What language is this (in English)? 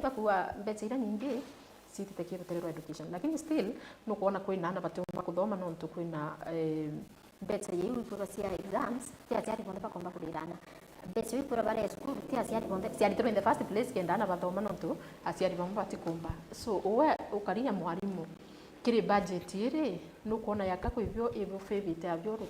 Meru